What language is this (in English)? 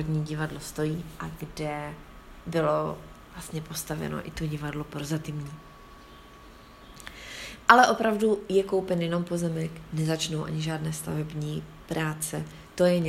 Czech